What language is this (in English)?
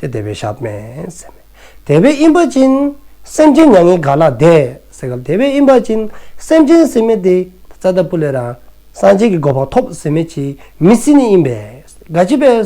Dzongkha